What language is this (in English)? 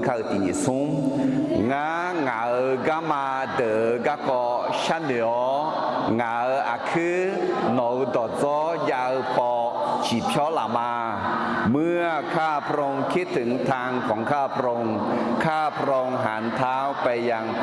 Akha